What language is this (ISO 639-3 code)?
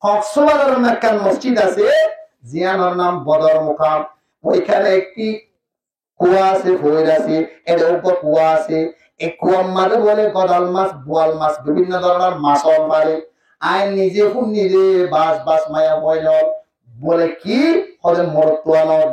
rhg